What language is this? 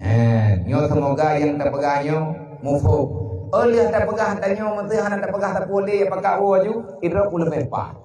Achinese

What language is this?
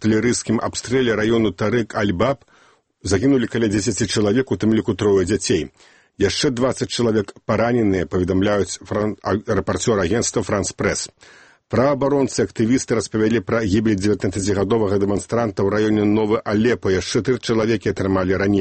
Belarusian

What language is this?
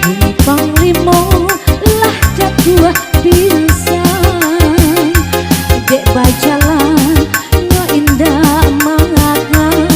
Minangkabau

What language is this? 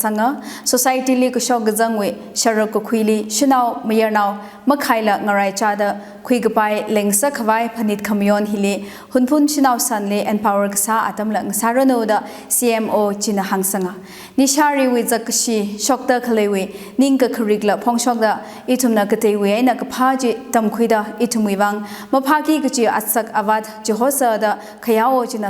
Tangkhul Naga (India)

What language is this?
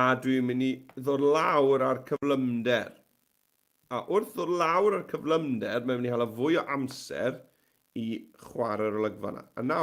Welsh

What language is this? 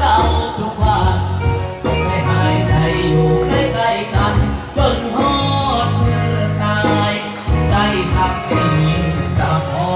Lao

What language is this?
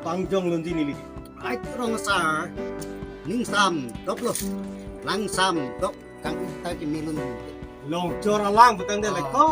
Karbi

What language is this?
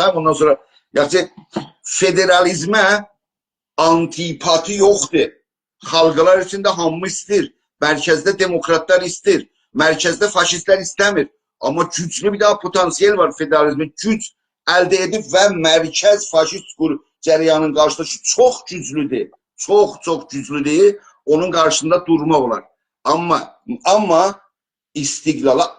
South Azerbaijani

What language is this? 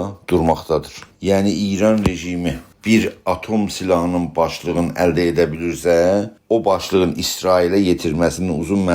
South Azerbaijani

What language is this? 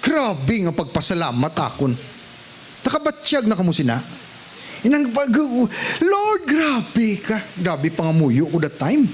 Hiligaynon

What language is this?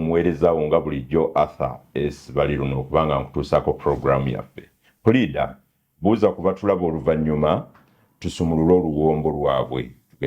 Ganda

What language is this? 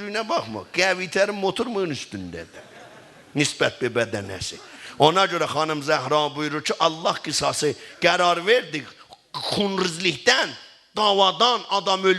South Azerbaijani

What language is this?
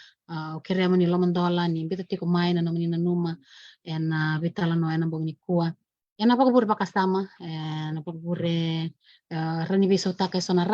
Fijian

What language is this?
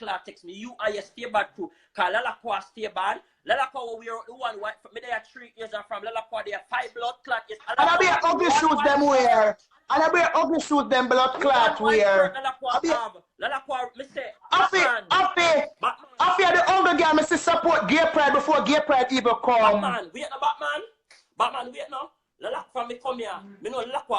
Jamaican Creole English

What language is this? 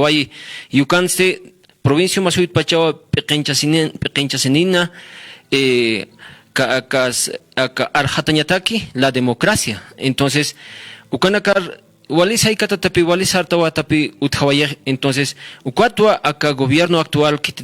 Aymara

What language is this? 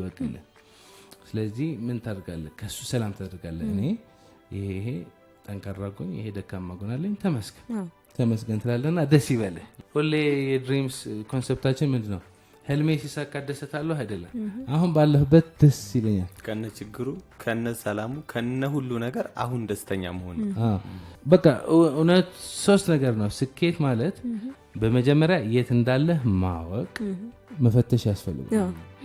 Amharic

